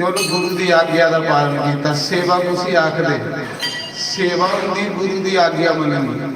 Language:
Dogri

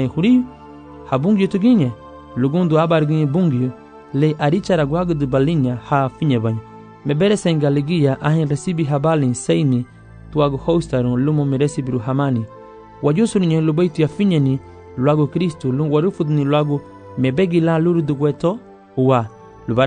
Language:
Garifuna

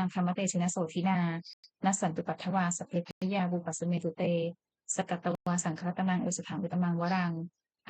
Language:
Pali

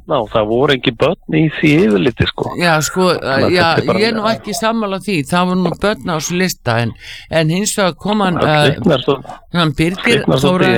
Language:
Icelandic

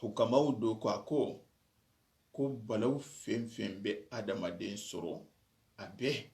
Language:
Soninke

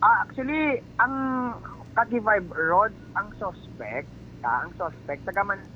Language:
Hiligaynon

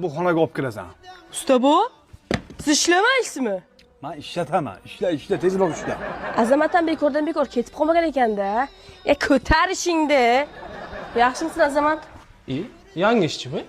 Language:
Uzbek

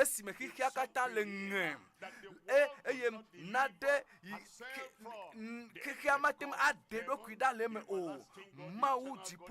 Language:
Ewe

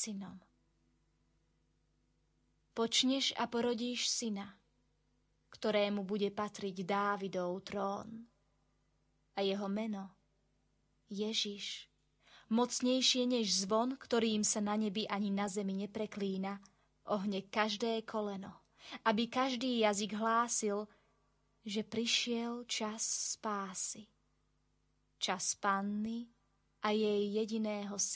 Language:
Slovak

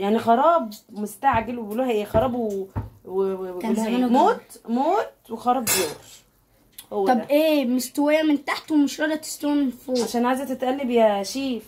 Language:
Egyptian Arabic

